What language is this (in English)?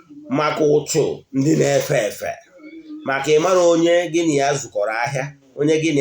Igbo